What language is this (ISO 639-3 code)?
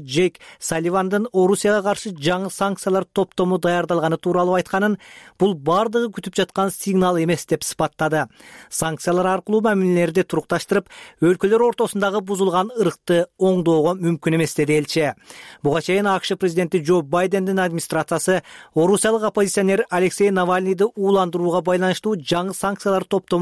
kir